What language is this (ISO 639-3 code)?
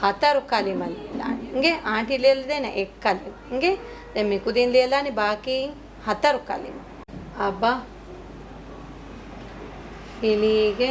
div